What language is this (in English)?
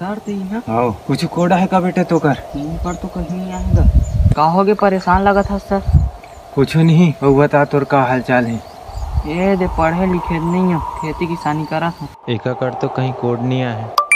Chhattisgarhi